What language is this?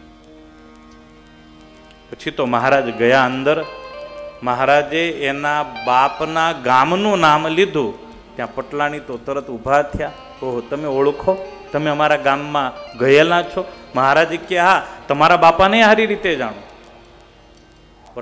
Gujarati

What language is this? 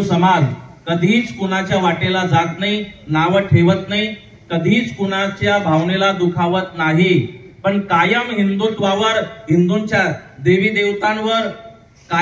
Marathi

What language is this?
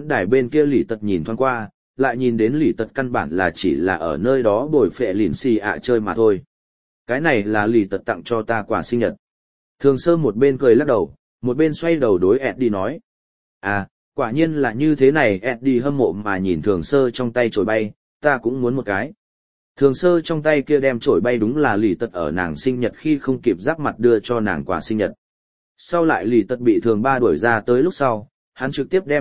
Vietnamese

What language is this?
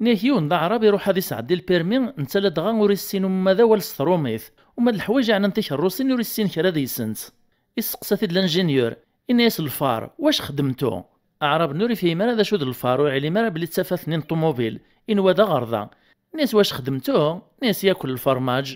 Kabyle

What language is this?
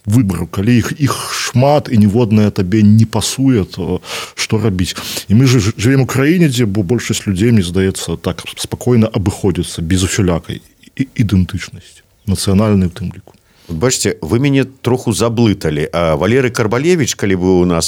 Belarusian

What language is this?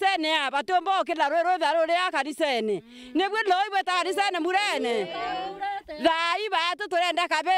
Meru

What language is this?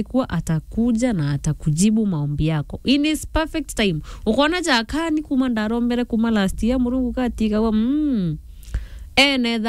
Meru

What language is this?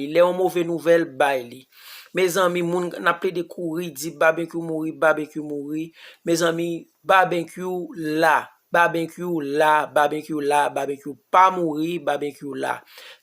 Haitian Creole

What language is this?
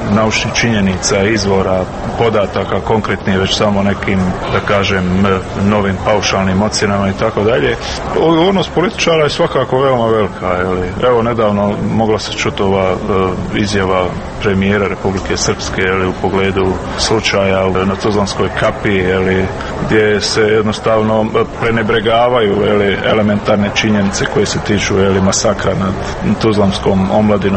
Serbian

